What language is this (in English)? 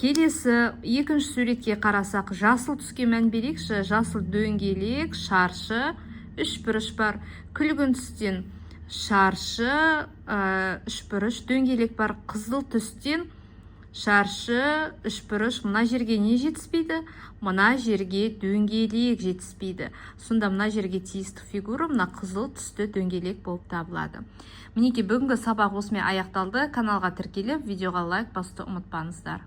Kazakh